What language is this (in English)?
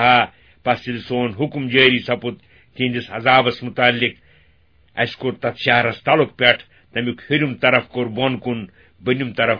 Kashmiri